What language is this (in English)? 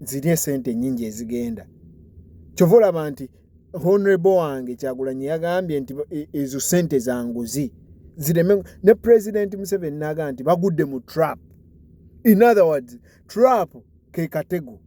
Ganda